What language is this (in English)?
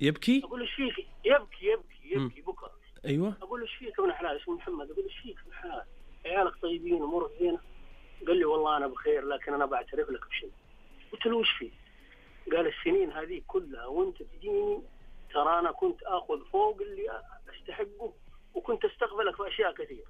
Najdi Arabic